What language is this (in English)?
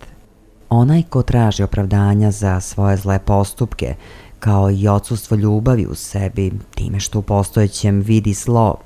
Serbian